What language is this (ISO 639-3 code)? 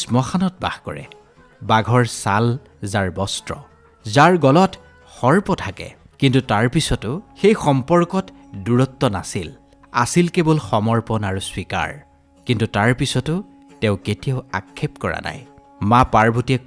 asm